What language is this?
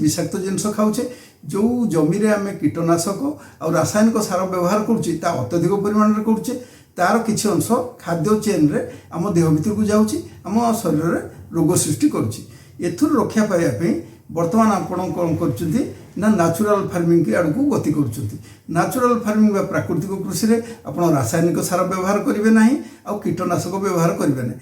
Odia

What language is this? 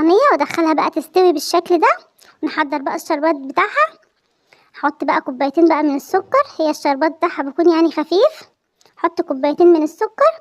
Egyptian Arabic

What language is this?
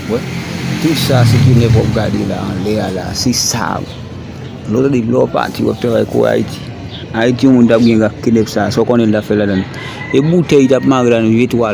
Haitian Creole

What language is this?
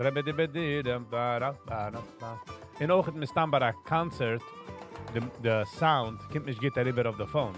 Yiddish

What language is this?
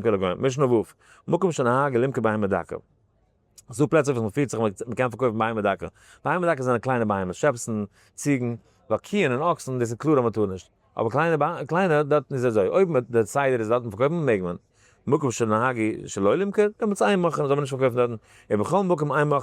Yiddish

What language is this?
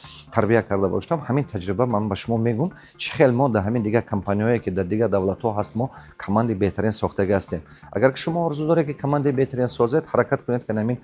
Tajik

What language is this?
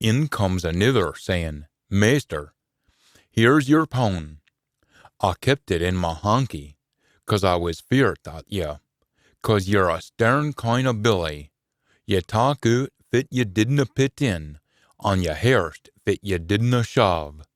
Scots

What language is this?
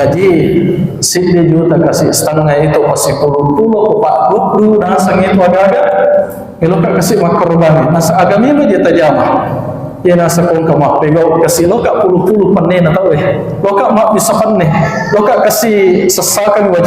Buginese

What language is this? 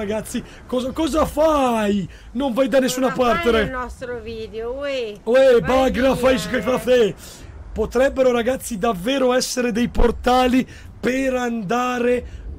Italian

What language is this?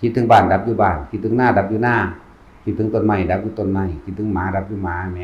Northeastern Thai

